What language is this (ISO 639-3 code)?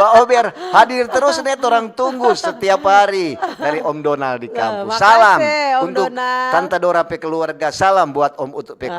xmm